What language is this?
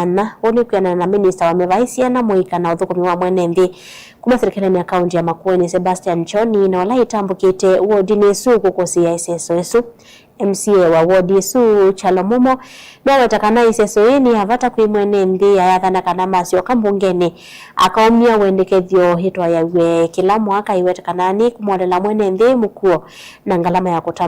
Kamba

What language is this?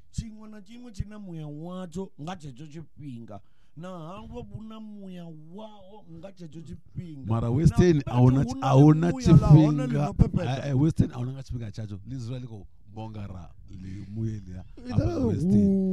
Venda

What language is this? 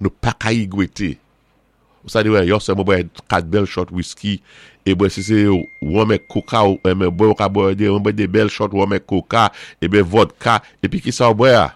Saint Lucian Creole French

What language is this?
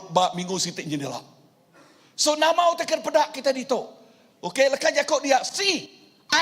Iban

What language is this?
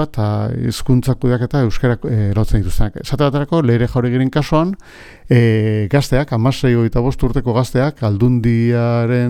Basque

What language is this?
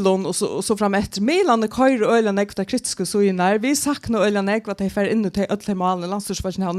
Faroese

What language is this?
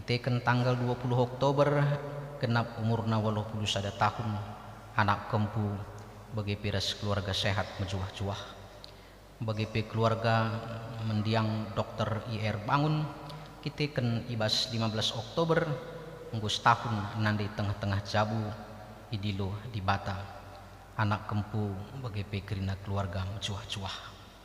Batak Karo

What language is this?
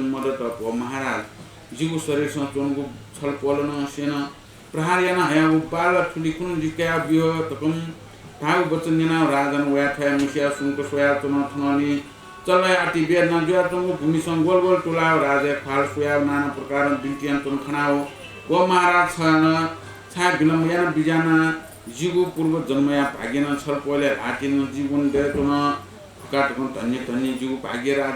Newari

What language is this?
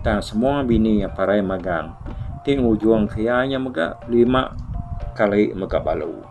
Iban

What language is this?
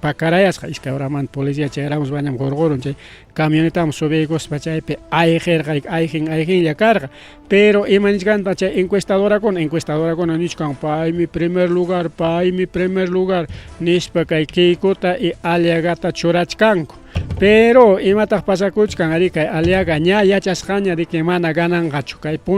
Ayacucho Quechua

